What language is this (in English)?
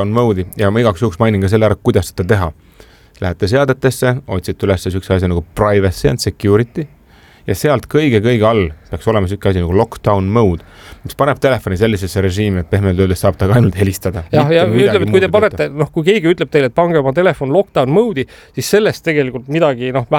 Estonian